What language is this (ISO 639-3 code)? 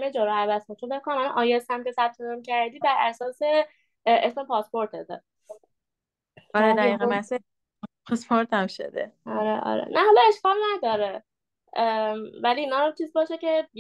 fas